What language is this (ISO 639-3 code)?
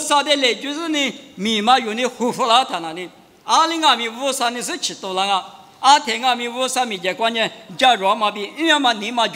lis